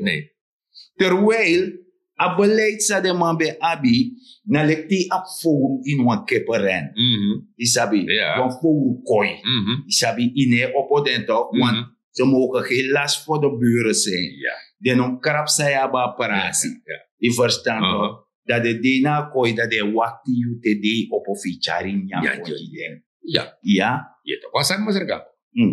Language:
Sranan Tongo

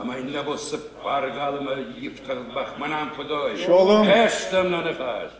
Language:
Ossetic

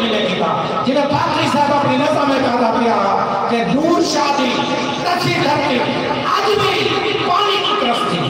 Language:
Saraiki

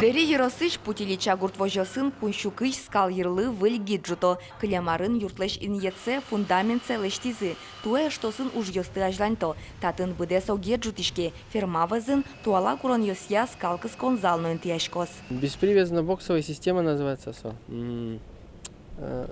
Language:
Udmurt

